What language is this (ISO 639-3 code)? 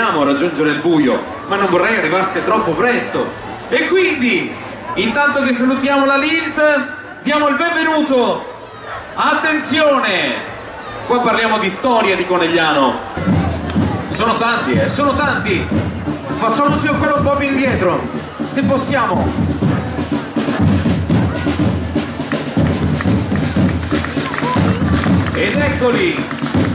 ita